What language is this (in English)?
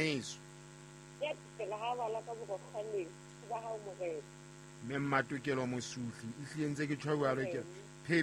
Southern Sotho